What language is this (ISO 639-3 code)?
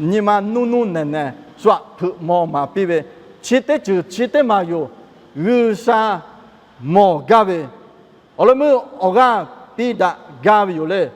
lhu